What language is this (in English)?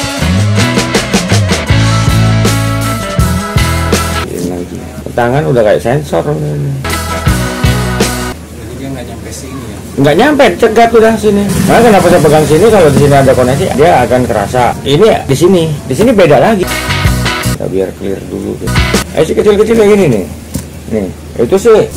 Indonesian